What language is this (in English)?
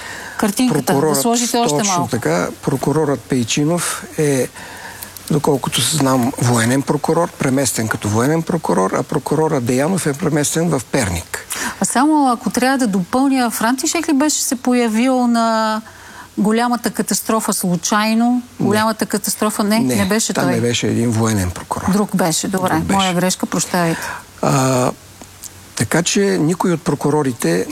Bulgarian